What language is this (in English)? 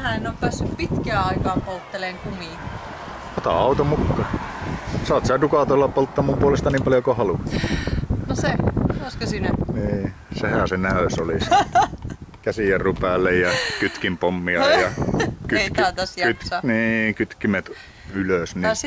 Finnish